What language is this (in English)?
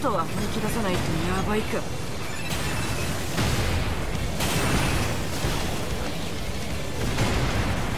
Japanese